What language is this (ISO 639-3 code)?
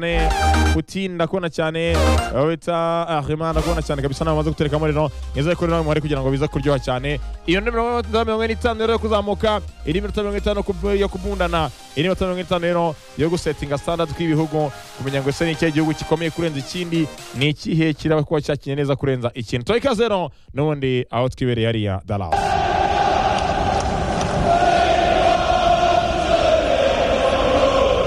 kin